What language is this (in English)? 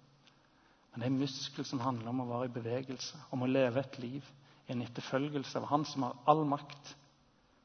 Norwegian